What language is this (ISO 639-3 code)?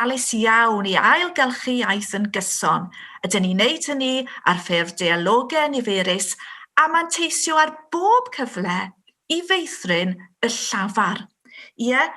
cym